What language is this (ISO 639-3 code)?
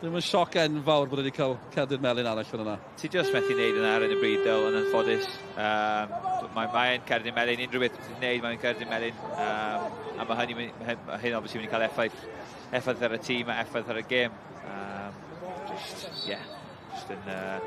cym